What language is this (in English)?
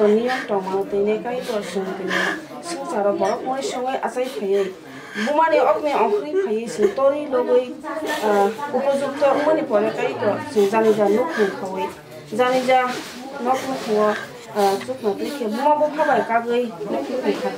Kok Borok